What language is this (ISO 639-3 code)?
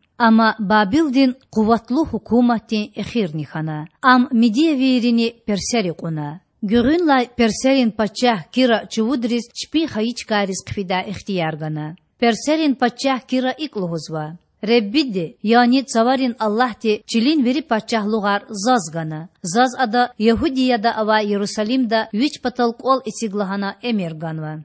lez